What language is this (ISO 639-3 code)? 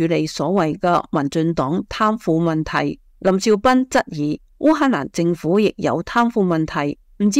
yue